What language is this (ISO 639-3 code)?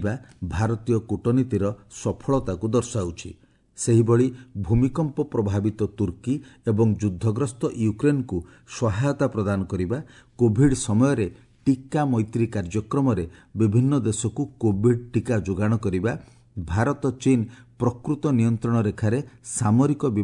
ori